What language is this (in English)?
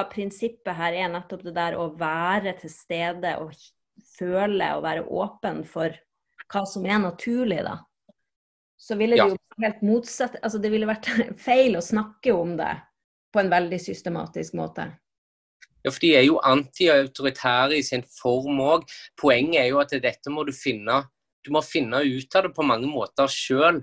Norwegian